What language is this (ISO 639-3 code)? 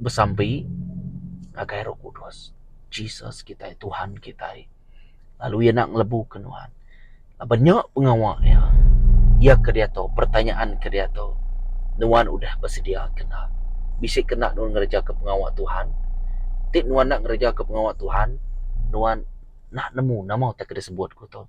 iba